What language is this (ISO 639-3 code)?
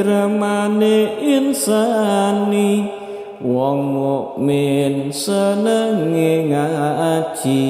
jav